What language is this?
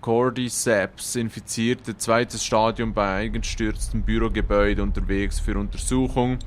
Swiss German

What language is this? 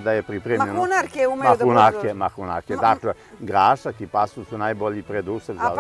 Serbian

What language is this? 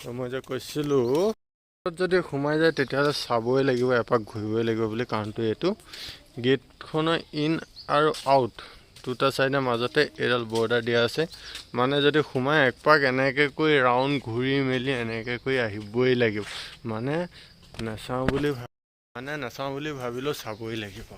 Assamese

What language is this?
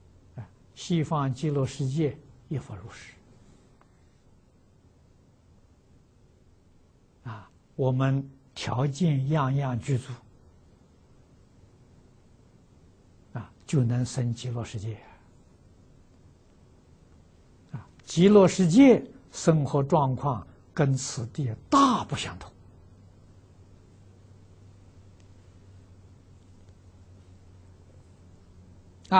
Chinese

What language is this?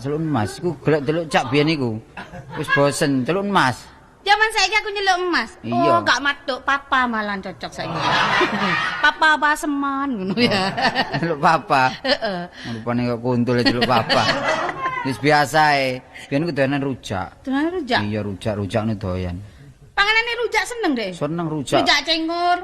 Javanese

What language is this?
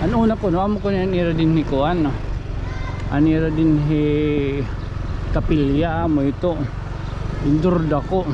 Waray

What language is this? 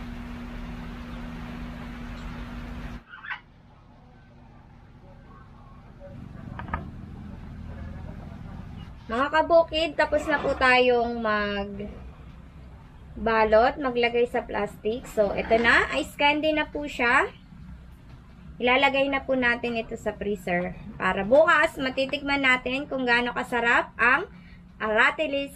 Filipino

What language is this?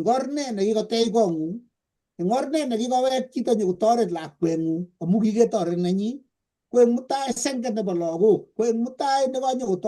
Kalenjin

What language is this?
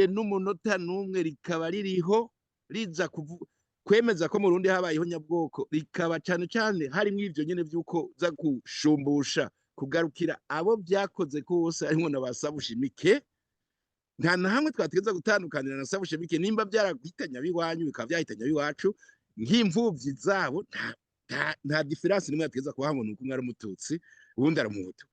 Rundi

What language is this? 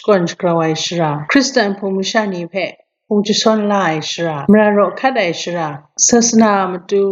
Kachin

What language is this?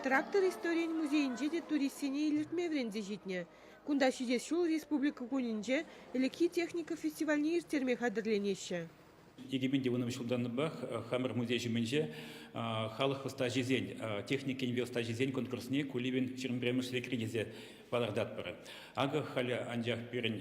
Chuvash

